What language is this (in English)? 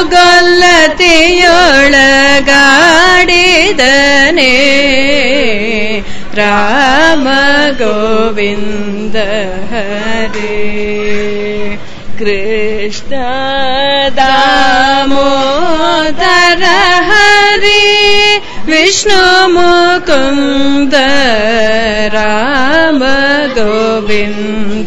Kannada